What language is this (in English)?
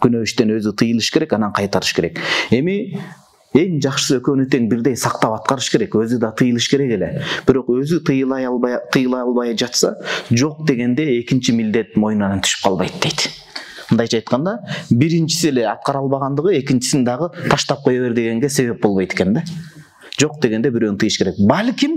Kyrgyz